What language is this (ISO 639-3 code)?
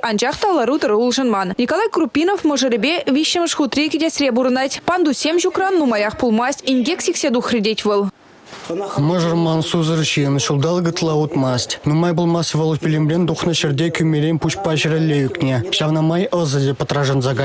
chv